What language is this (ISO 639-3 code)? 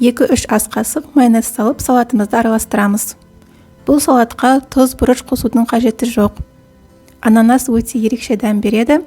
kaz